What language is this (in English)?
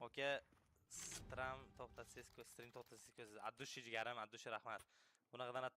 Kara-Kalpak